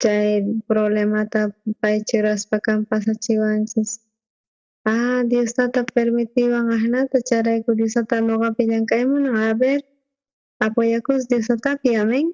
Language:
South Bolivian Quechua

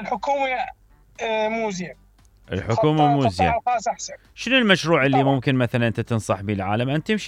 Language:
Mesopotamian Arabic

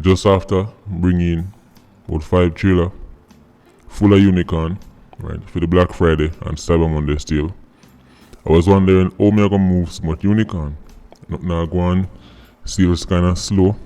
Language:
Jamaican Creole English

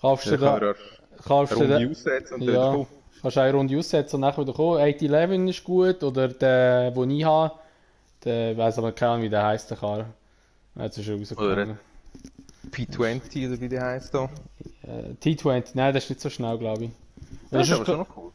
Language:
Swiss German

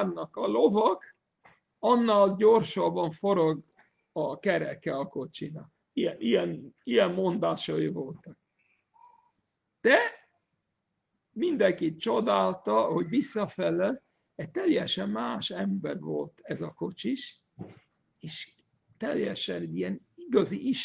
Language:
Hungarian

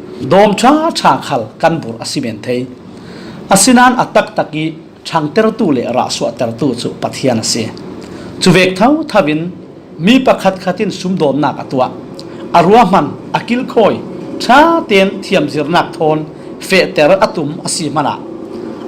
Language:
Falam Chin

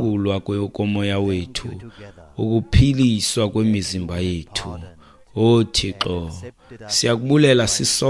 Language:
Xhosa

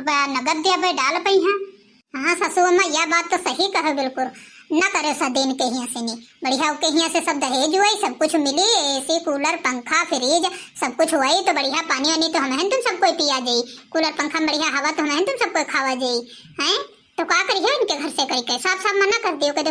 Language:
Awadhi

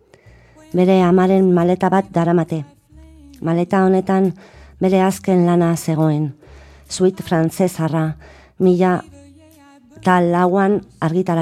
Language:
Basque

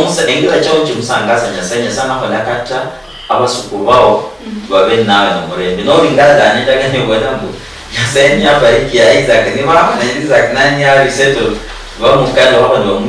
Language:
Luyia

